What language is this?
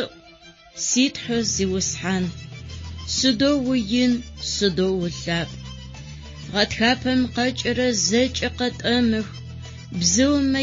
Adyghe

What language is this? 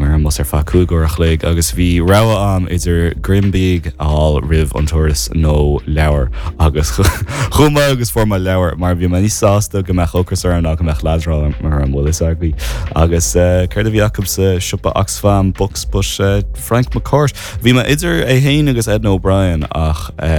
Irish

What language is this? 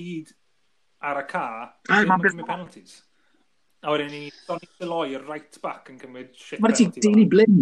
Welsh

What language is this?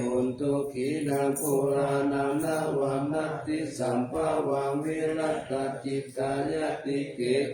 Pali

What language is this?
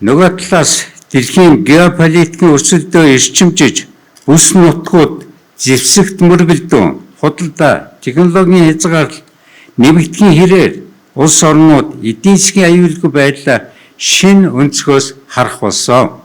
Mongolian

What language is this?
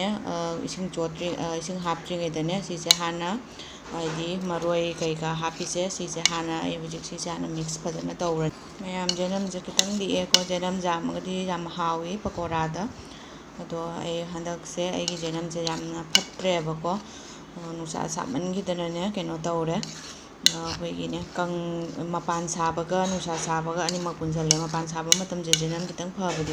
Manipuri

